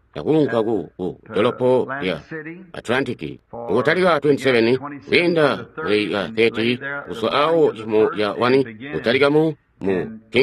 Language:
Tonga (Zambia)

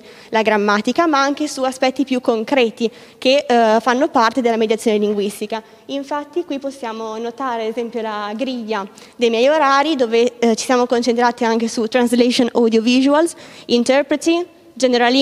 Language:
Italian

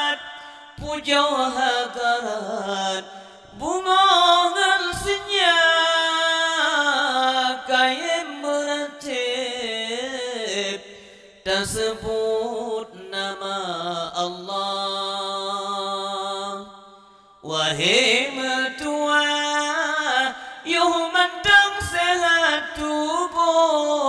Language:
Achinese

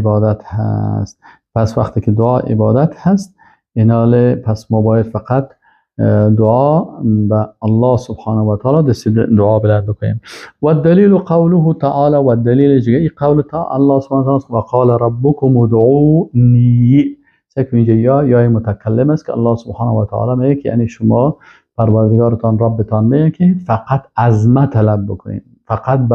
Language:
Persian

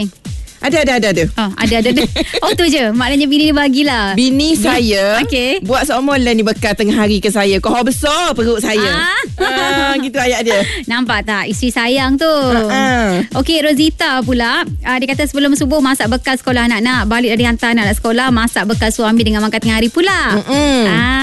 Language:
Malay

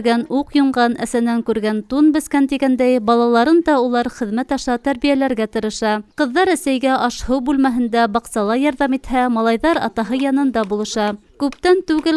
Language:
Bashkir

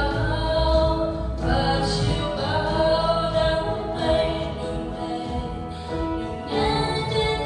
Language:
Central Mnong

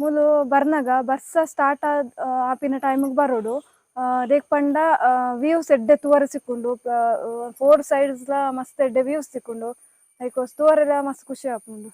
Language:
Tulu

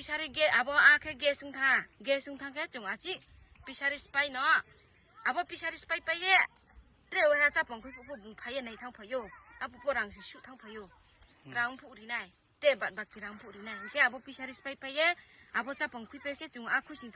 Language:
Riang (India)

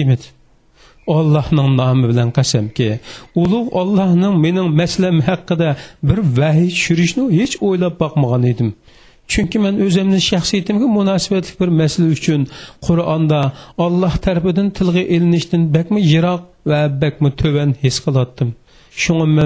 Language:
Uyghur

